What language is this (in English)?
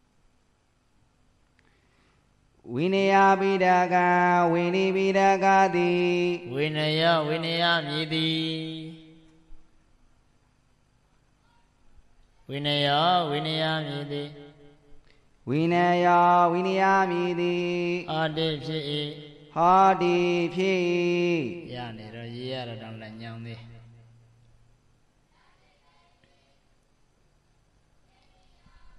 Burmese